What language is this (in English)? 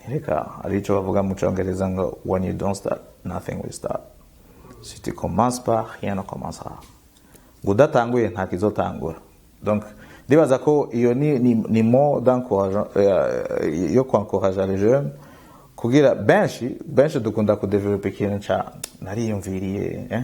Rundi